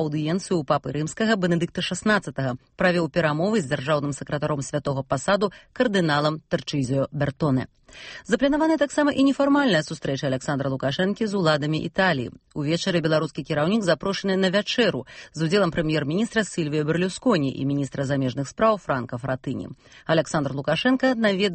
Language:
Belarusian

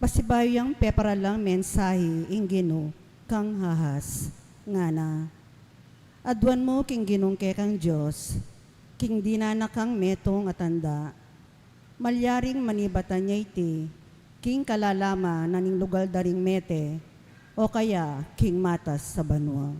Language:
Pampanga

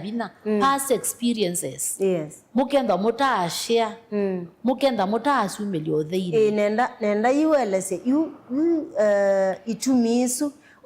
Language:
Kamba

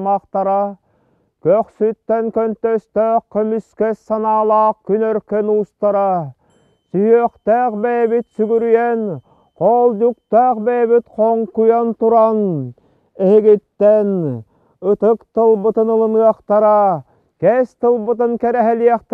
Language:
Yakut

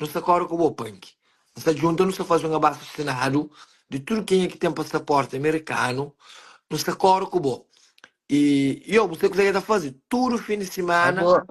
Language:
Kabuverdianu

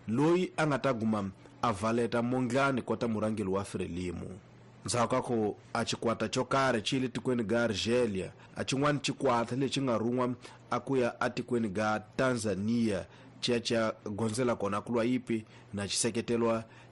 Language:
Tsonga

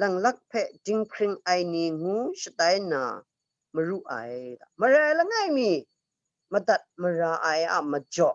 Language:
Kachin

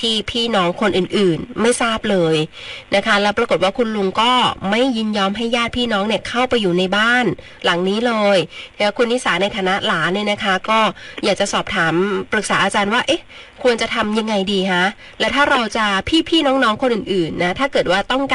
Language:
Thai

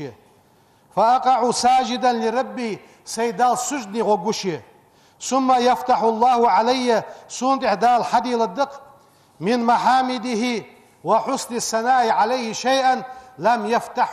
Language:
Ingush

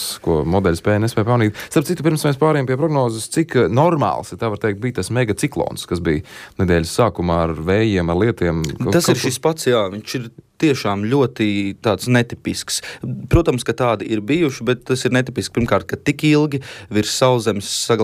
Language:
Latvian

